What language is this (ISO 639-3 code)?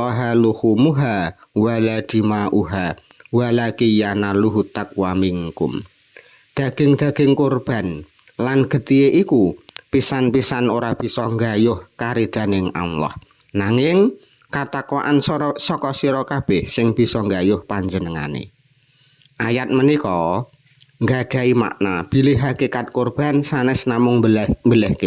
jav